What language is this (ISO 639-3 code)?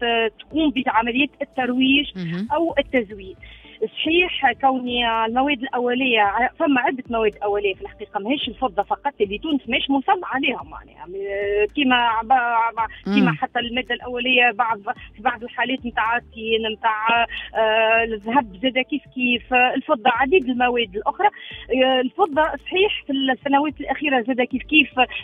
aeb